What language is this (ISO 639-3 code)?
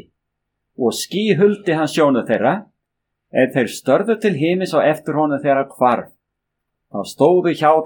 isl